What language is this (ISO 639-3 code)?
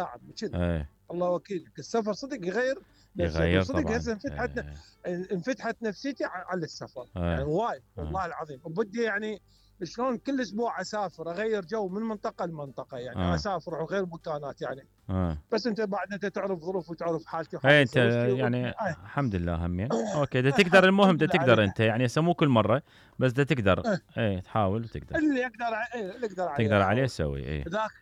acm